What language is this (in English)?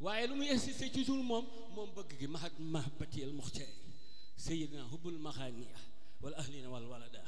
Wolof